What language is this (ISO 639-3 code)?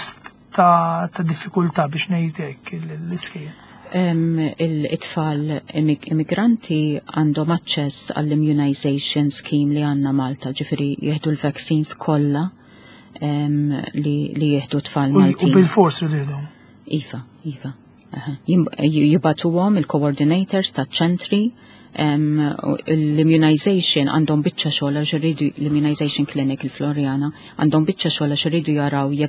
mlt